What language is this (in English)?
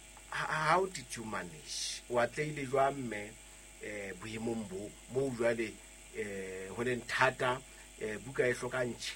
Southern Sotho